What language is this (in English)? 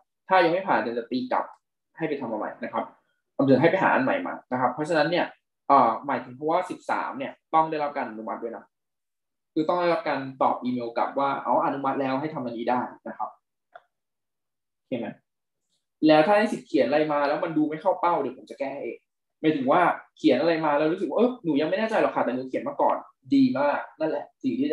Thai